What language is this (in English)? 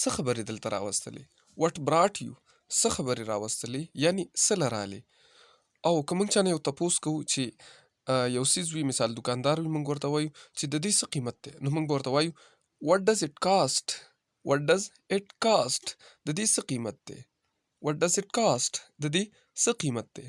Pashto